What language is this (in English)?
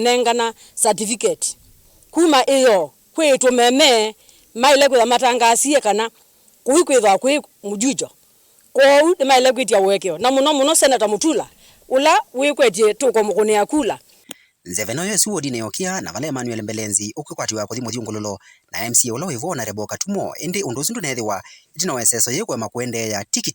Kamba